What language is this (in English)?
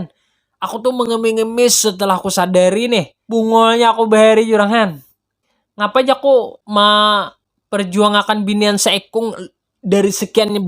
Banjar